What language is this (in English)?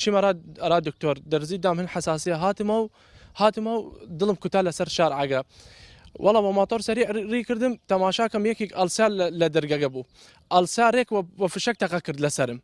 Central Kurdish